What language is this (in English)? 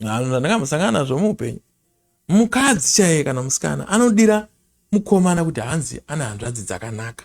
Shona